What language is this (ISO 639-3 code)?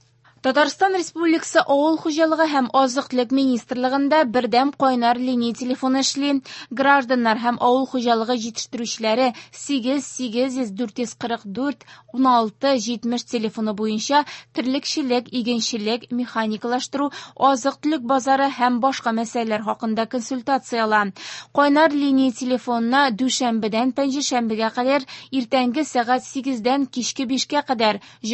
tat